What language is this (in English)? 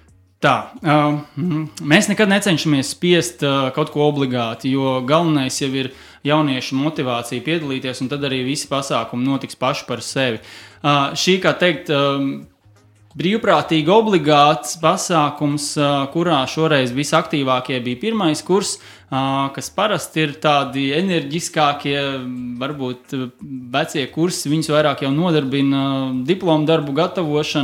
Latvian